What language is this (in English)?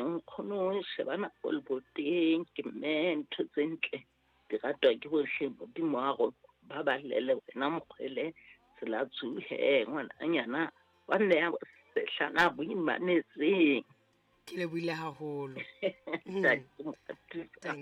Southern Sotho